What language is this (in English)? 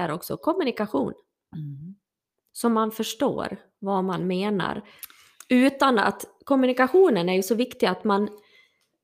Swedish